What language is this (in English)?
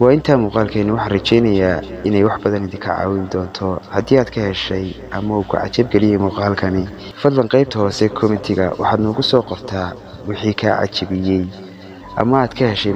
Somali